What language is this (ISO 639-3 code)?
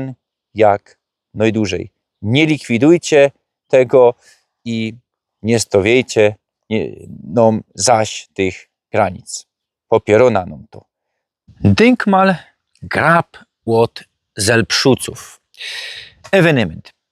szl